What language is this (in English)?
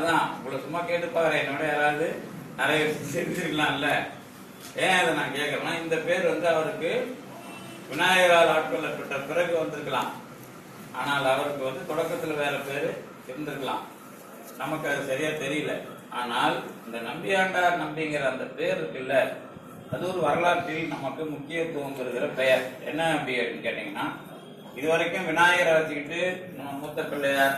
Tamil